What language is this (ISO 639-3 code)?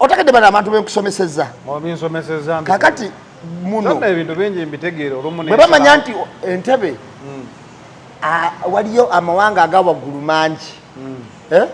lug